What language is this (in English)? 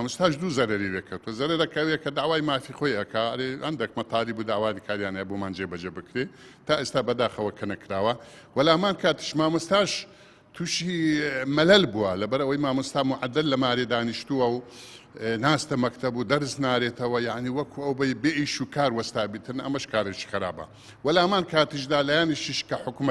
Central Kurdish